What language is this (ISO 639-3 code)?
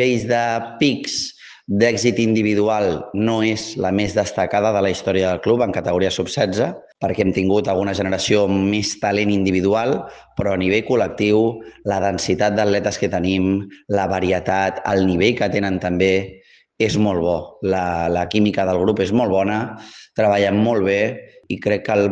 cat